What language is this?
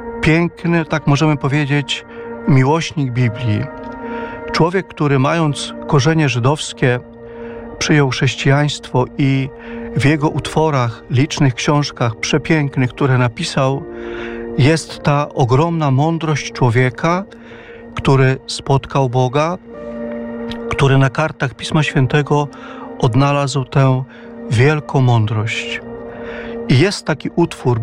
Polish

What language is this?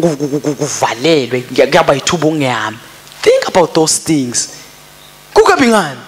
Swati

